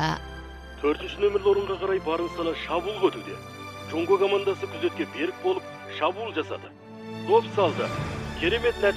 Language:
Kazakh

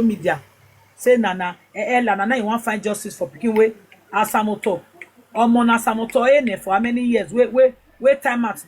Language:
Nigerian Pidgin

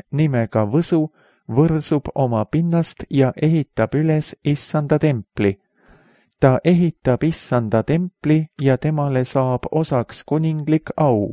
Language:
Estonian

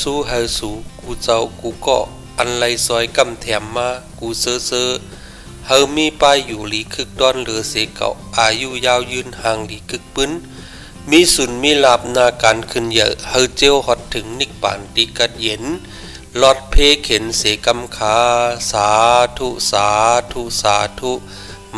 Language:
Shan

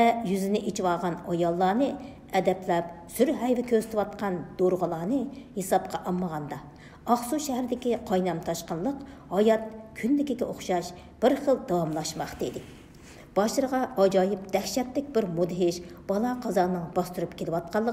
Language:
Uyghur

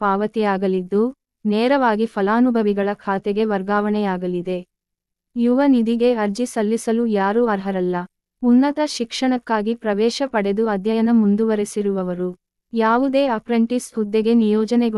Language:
Kannada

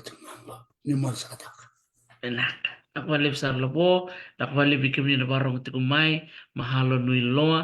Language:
Fijian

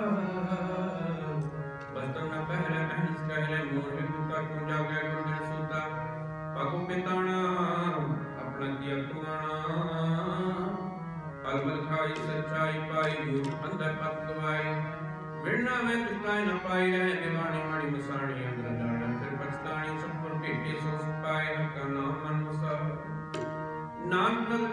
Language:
Punjabi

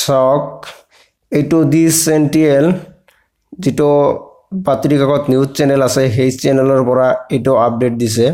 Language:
Assamese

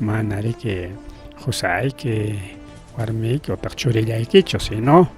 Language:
Ayacucho Quechua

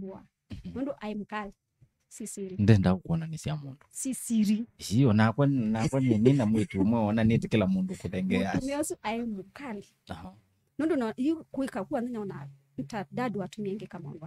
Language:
Kamba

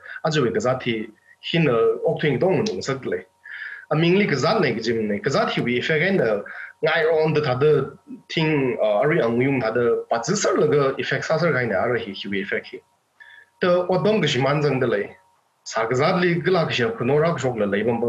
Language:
Tangkhul Naga (India)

